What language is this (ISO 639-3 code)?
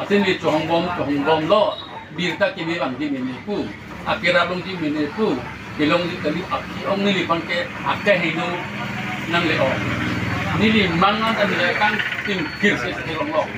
mjw